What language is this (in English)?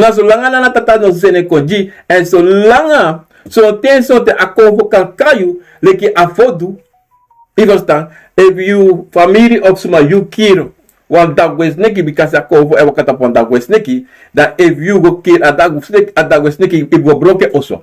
Sranan Tongo